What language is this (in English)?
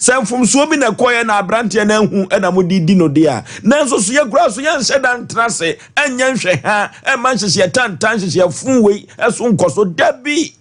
Akan